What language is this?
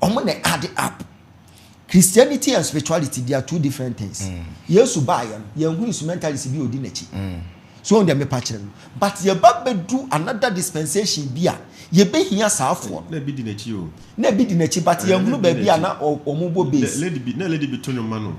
Akan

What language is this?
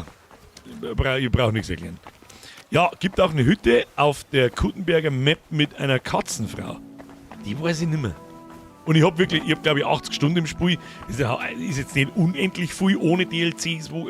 Bavarian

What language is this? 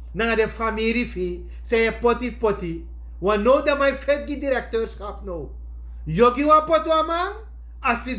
Sranan Tongo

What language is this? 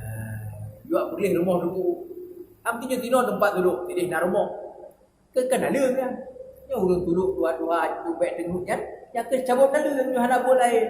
Achinese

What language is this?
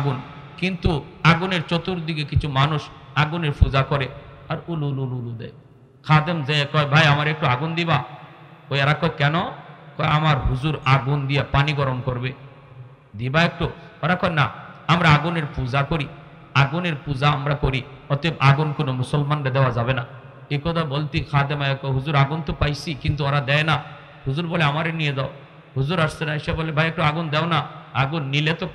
Bangla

